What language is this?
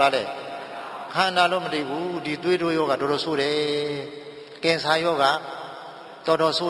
Burmese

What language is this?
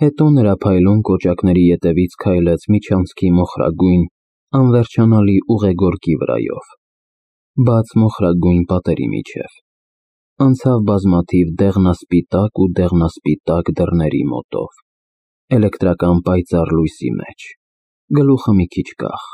Armenian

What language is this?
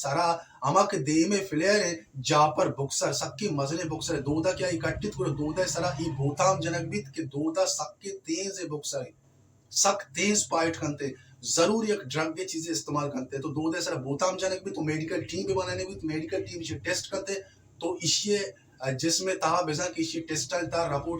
Baluchi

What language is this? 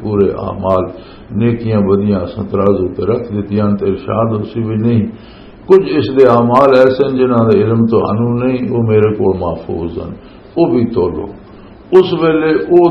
Western Panjabi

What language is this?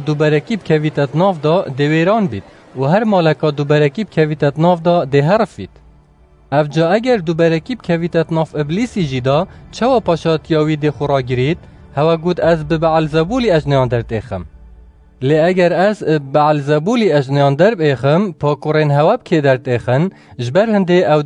Kurdish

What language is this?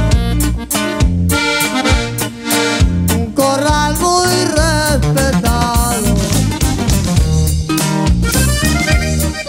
Spanish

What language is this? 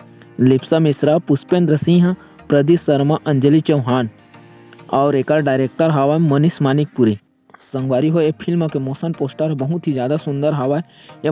Chhattisgarhi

